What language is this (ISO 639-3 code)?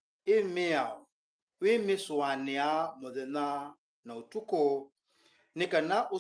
kam